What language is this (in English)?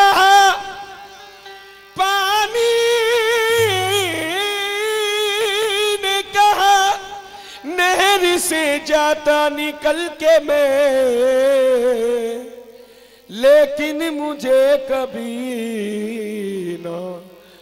Hindi